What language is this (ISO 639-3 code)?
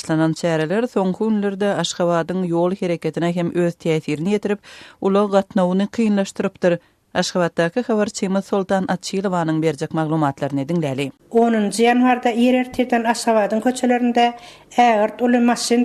tuk